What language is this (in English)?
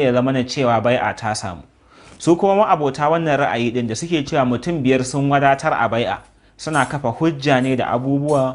Hausa